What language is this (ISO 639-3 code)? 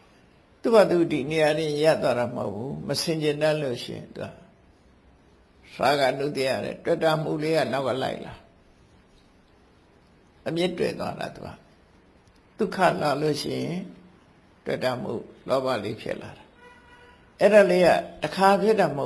mya